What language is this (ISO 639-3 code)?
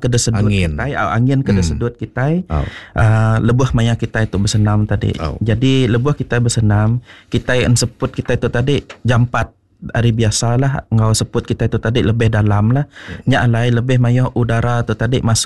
iba